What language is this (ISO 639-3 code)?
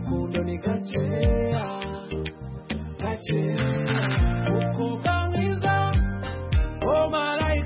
kin